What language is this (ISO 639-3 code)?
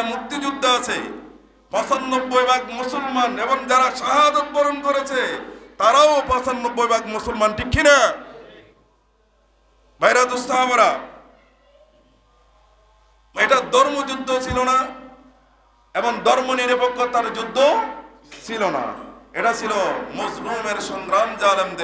ben